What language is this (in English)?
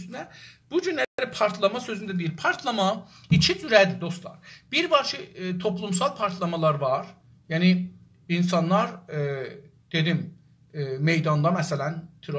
South Azerbaijani